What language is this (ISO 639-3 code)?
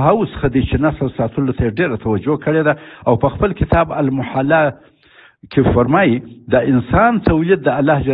pus